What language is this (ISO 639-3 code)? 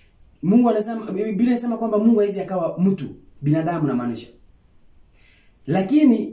swa